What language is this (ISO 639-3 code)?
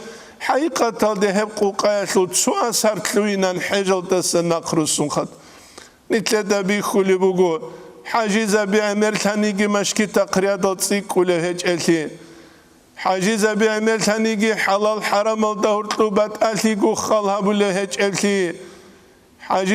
ava